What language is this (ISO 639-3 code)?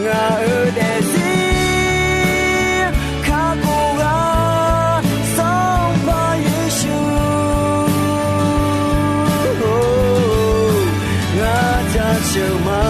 ahk